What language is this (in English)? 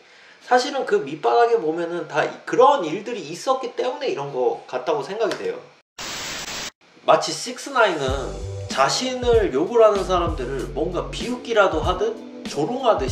Korean